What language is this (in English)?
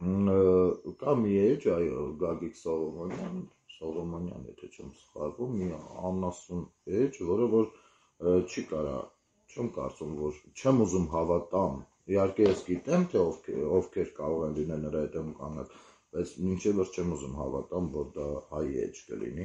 Armenian